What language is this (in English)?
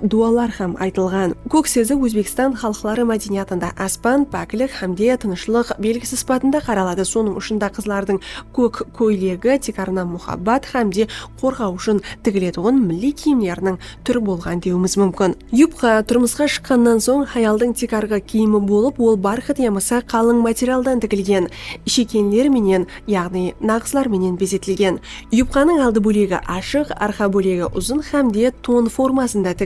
Kara-Kalpak